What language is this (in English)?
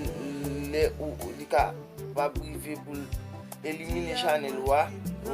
Haitian Creole